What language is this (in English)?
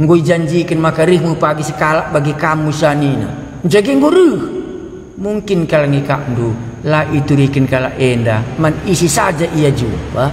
Batak Karo